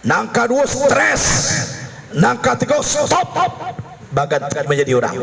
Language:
Minangkabau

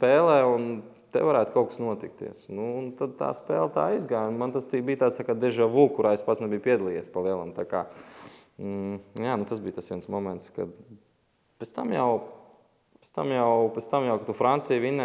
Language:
Latvian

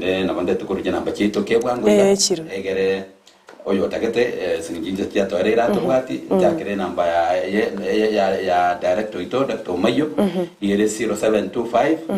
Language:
Gusii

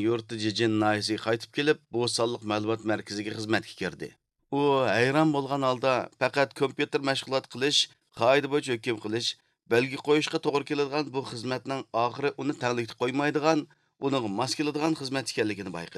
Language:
Uyghur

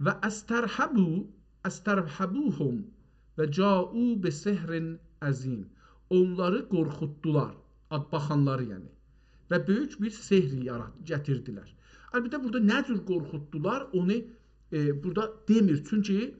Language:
South Azerbaijani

